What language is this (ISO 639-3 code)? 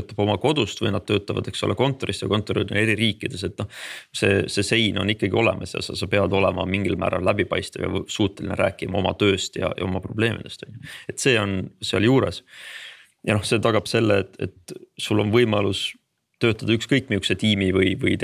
est